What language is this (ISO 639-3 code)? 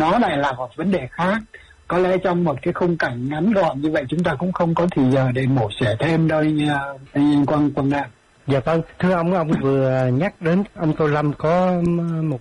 vie